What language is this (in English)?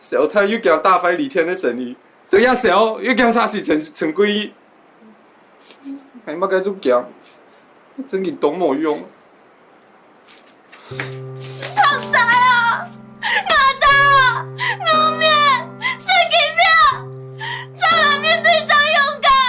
Hakka Chinese